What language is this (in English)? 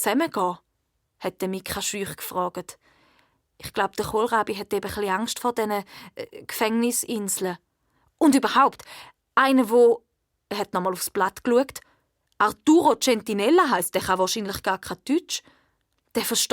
Swiss German